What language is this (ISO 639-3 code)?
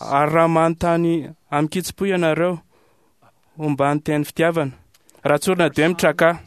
mlg